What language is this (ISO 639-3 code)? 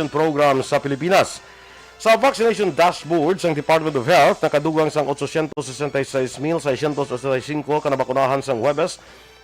hil